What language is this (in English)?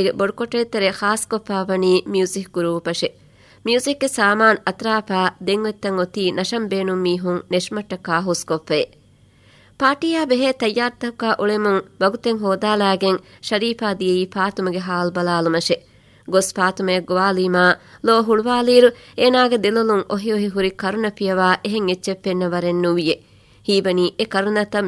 Divehi